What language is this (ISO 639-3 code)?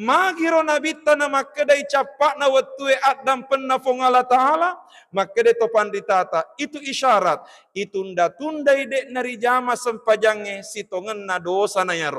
bug